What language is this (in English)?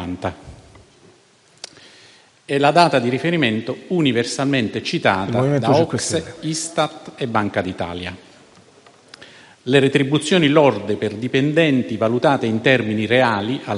Italian